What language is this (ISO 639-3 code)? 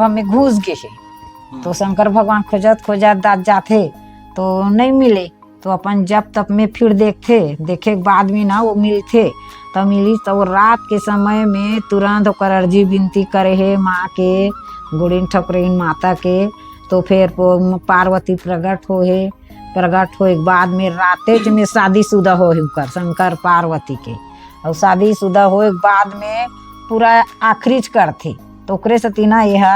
hne